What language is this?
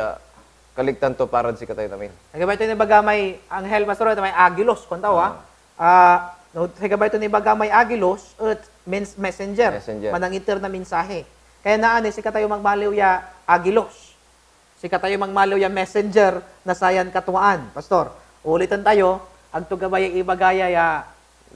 Pangasinan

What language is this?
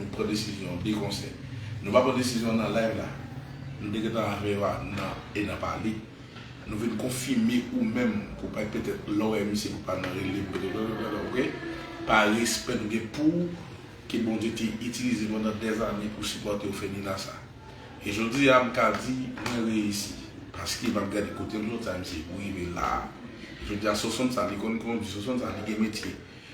Haitian Creole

